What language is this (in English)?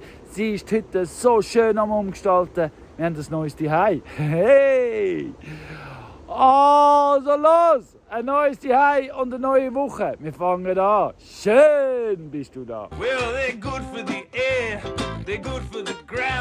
Swiss German